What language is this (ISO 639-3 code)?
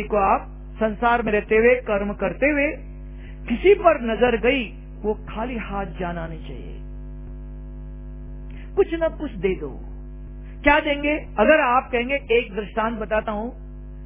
hin